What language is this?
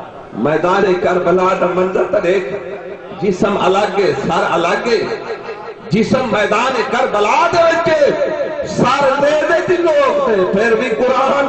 Saraiki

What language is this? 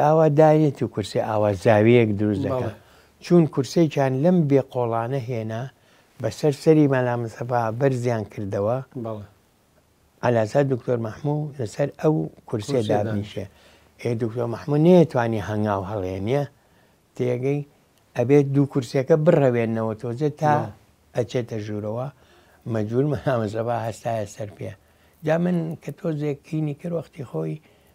Central Kurdish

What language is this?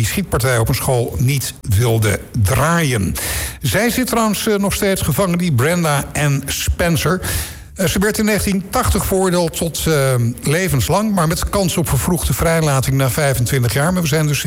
Dutch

